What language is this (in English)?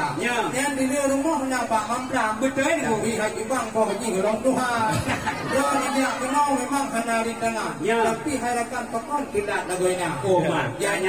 Achinese